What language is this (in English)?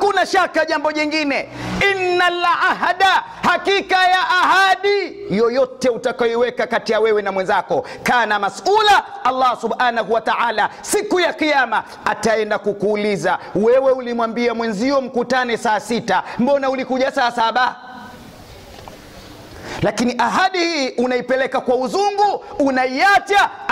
Swahili